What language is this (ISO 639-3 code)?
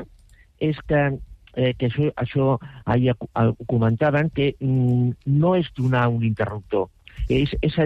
cat